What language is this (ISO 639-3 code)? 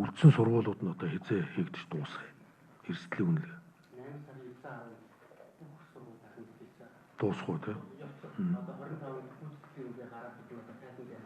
mon